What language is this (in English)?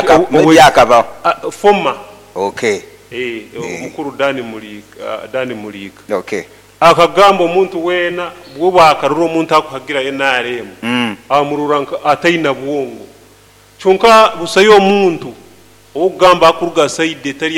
Nyoro